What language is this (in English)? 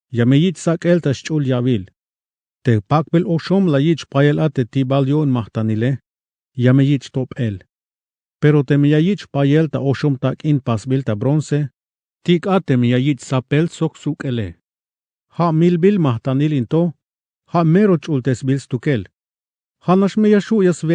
Tzeltal